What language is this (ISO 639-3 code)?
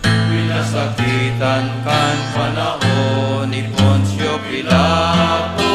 bik